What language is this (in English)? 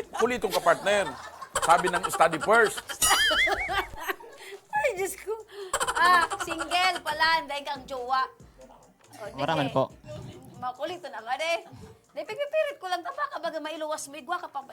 Bikol